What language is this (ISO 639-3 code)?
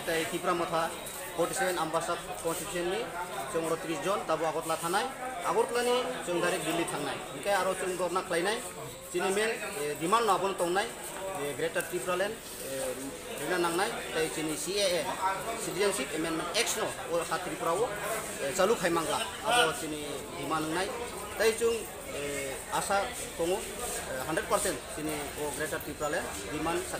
trp